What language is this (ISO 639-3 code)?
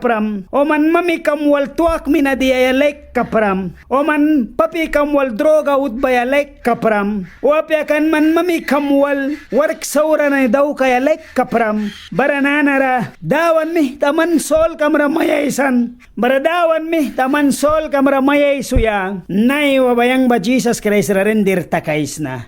miq